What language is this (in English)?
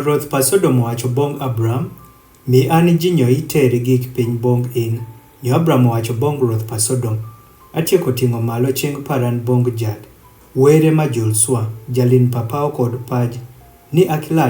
Adhola